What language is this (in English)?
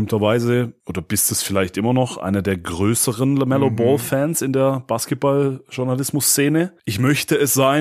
German